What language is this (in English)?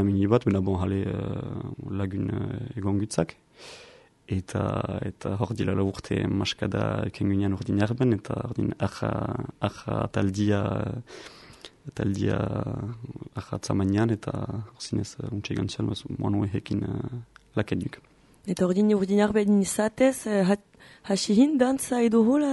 Basque